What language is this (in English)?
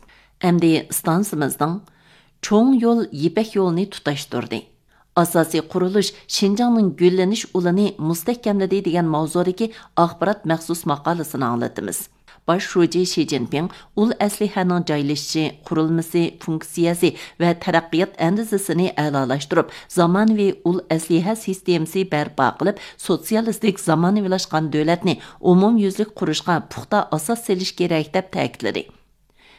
Uyghur